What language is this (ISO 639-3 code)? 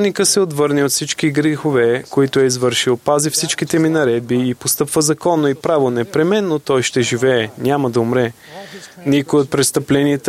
bul